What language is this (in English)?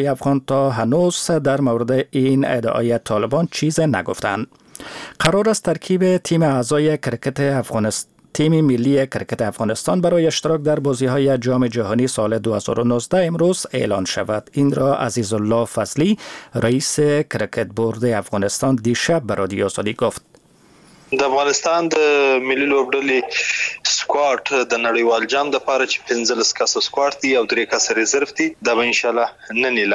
Persian